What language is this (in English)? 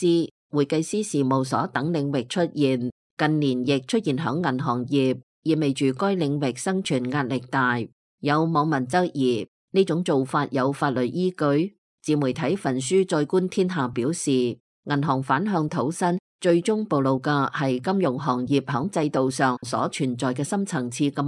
Cantonese